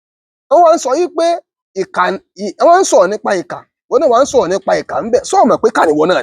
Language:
Yoruba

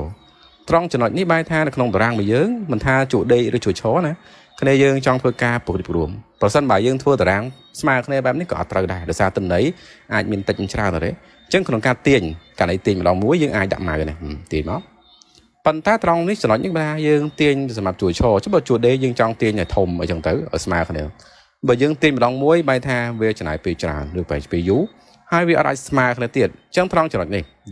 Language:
Khmer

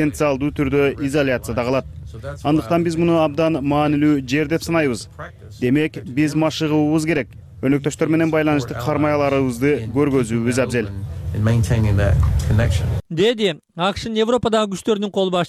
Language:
Kyrgyz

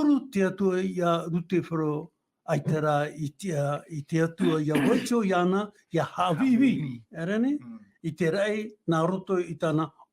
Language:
Tahitian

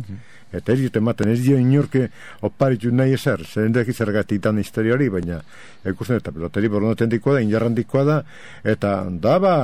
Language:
Basque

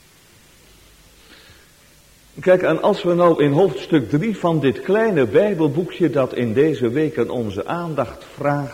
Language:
Dutch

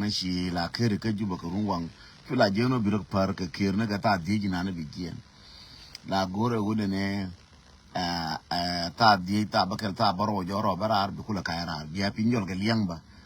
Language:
Nuer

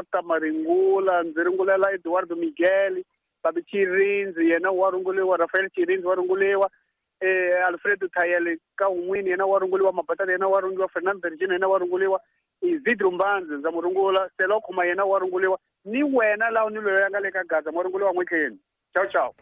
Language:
Tsonga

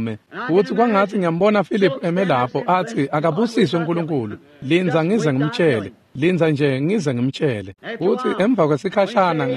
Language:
Swati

